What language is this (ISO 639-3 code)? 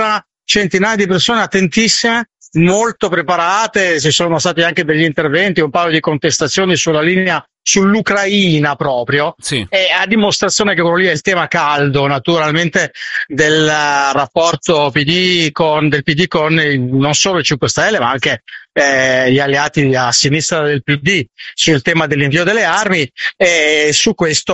ita